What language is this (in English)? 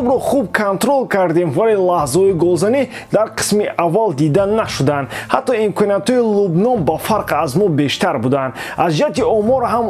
Tajik